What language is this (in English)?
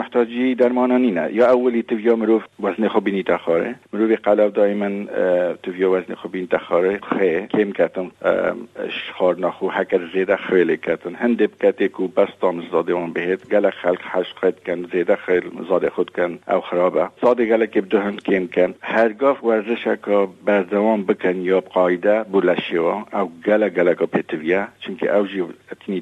Kurdish